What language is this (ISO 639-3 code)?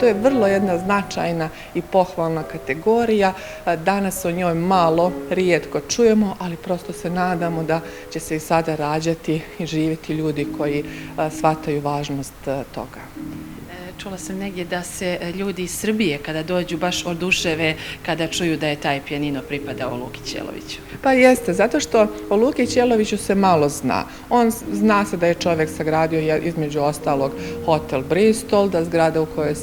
bos